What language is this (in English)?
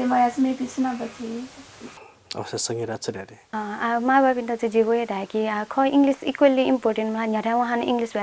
Newari